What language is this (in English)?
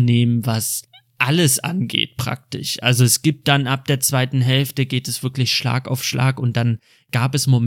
German